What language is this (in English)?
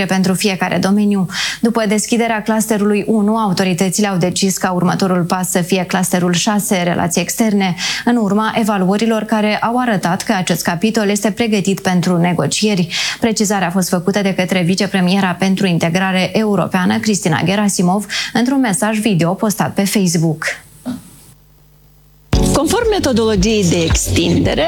Romanian